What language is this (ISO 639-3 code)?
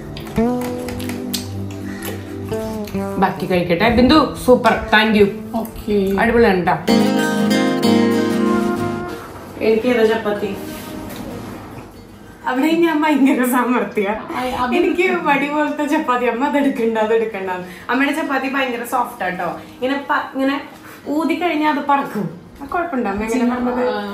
mal